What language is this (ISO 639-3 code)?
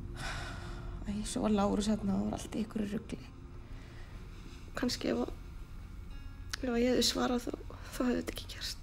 isl